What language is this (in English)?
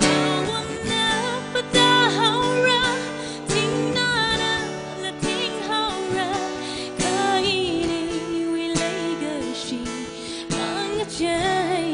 Tangkhul Naga (India)